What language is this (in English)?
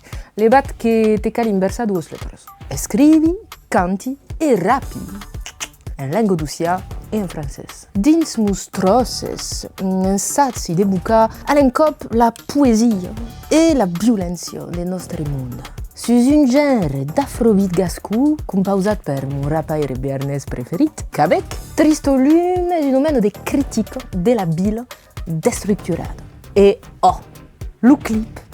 Occitan